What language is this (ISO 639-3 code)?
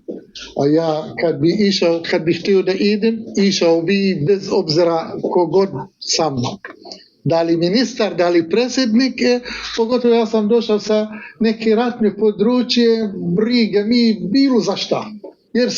bos